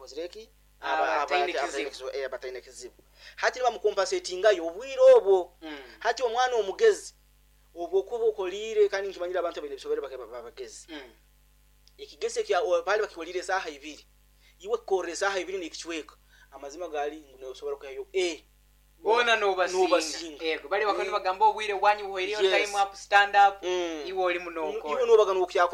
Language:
Nyoro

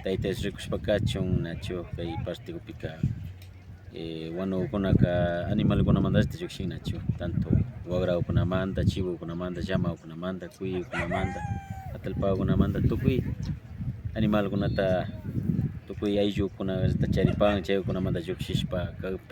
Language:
Imbabura Highland Quichua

